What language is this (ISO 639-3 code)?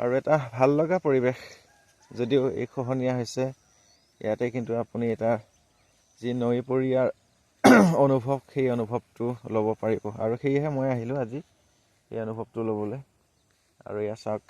asm